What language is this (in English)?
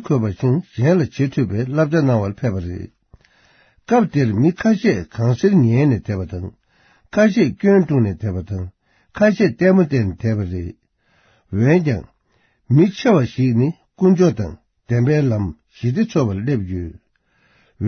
Tibetan